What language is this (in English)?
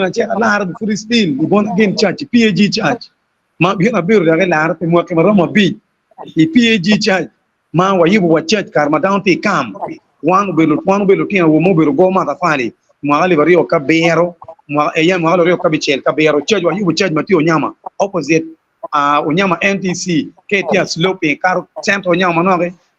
Acoli